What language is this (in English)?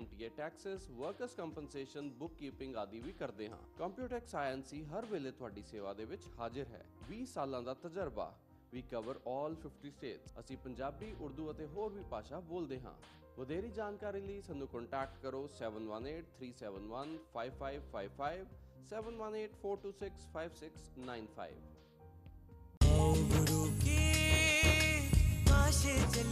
Punjabi